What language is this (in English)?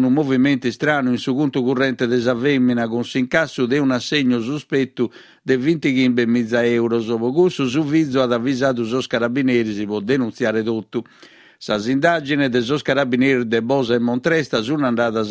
Sardinian